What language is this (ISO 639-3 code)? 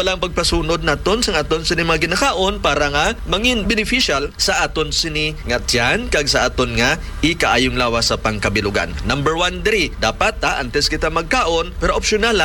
hil